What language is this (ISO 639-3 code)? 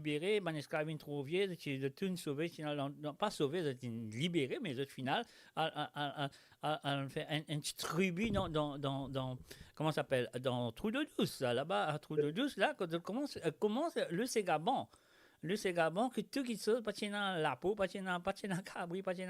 mfe